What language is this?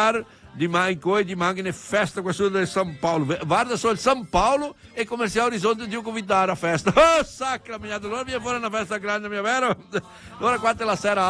Italian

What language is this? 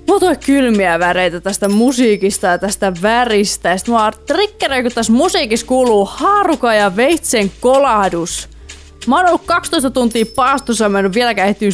Finnish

